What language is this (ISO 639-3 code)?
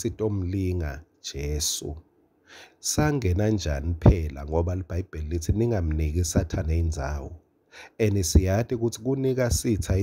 ssw